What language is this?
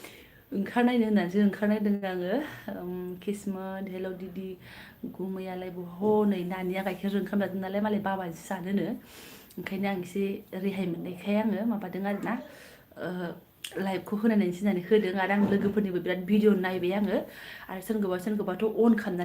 Bodo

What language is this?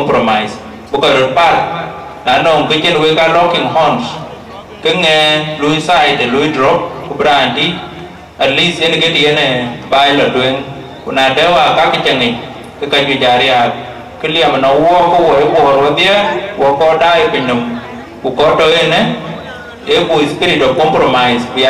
Dinka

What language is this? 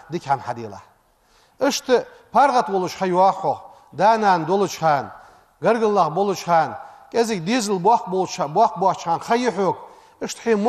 Ingush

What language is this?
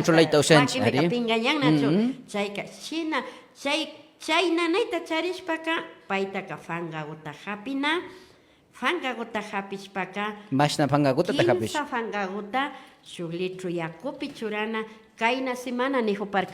Imbabura Highland Quichua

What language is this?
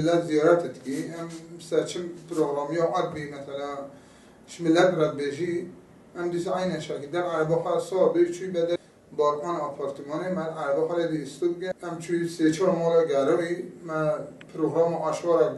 Kurdish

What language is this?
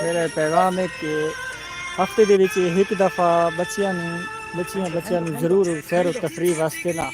Saraiki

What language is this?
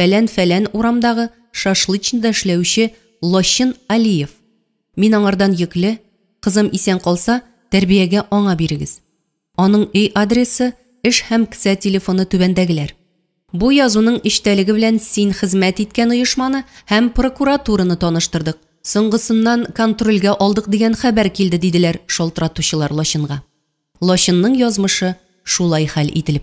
Tatar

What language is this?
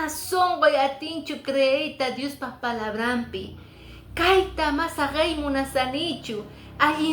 Quechua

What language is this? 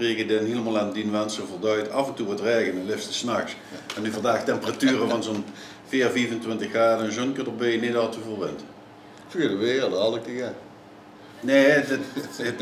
Limburgish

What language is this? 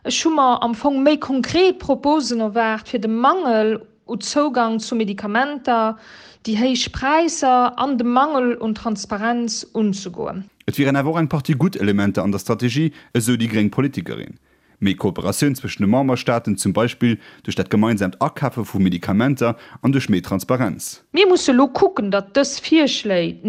Luxembourgish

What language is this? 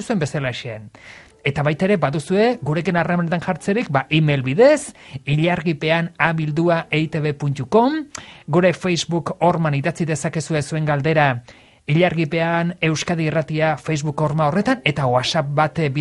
Basque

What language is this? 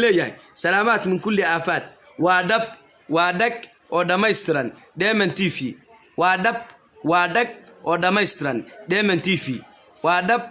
Somali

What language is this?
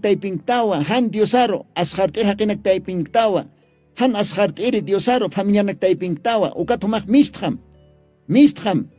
Aymara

